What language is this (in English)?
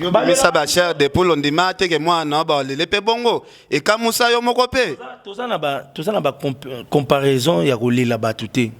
Lingala